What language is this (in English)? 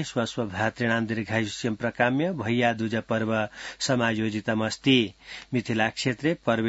Sanskrit